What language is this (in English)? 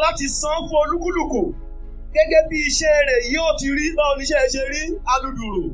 Yoruba